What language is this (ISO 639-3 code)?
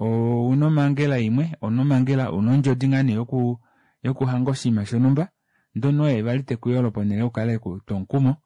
kua